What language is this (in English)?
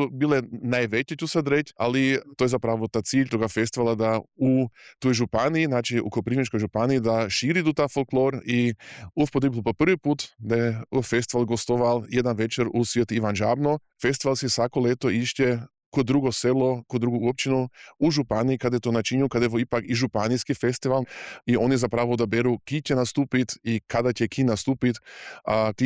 Croatian